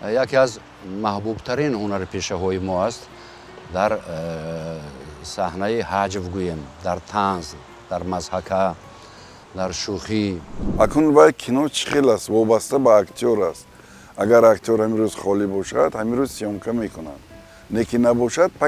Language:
Tajik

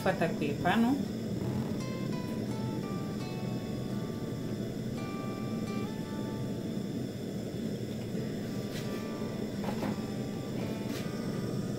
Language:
Kinyarwanda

